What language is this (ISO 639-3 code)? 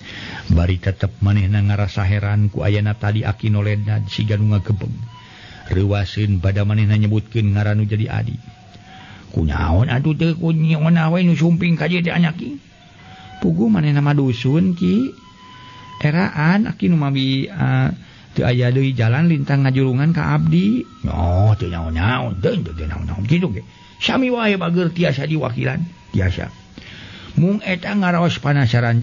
sun